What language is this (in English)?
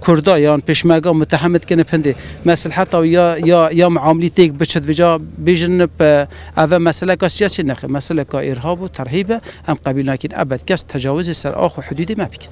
Kurdish